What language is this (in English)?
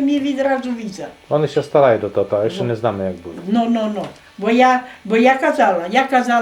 Rusyn